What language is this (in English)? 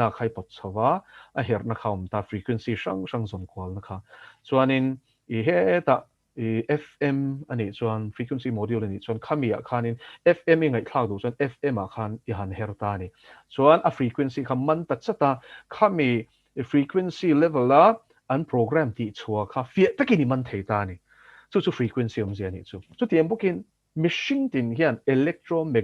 Mizo